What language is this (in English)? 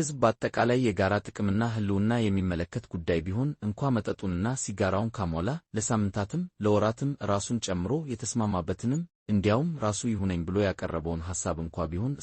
Amharic